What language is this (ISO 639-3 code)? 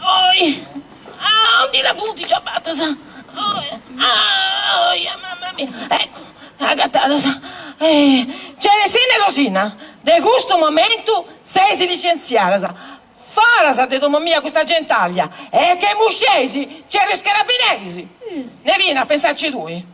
srd